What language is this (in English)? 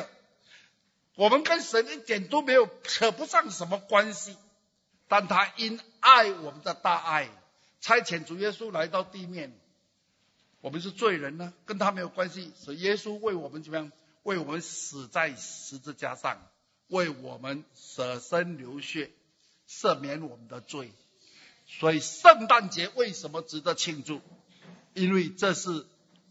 Chinese